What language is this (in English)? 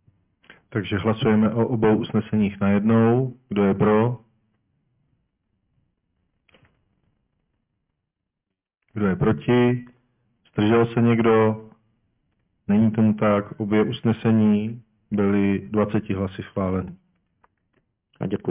Czech